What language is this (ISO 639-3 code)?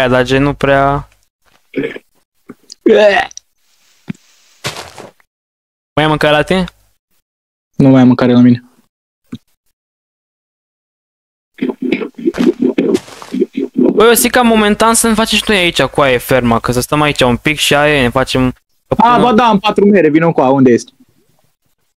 ron